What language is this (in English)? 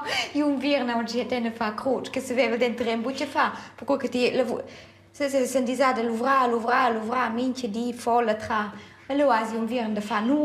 Romansh